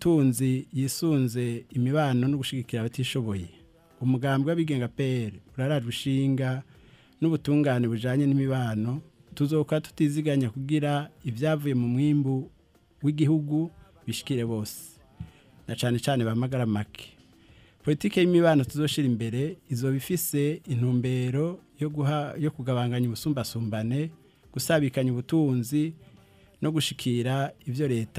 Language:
Rundi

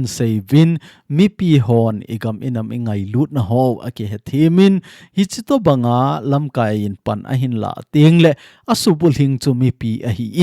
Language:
Thado Chin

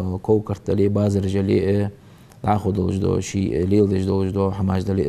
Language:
Ingush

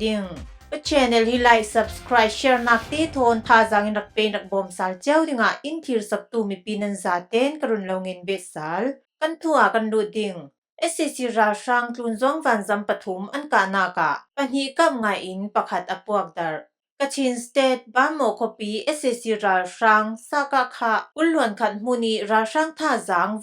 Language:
Falam Chin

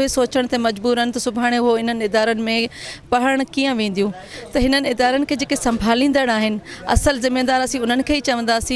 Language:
Sindhi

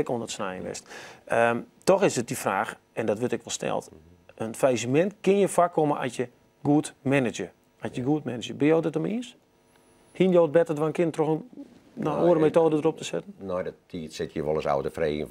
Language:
Western Frisian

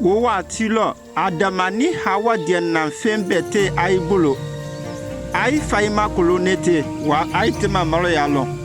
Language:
Konyanka Maninka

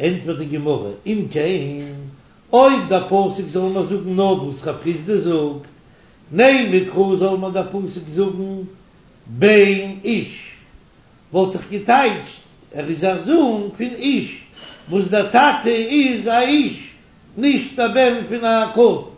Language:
Yiddish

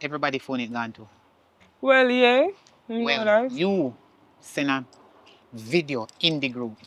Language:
Jamaican Creole English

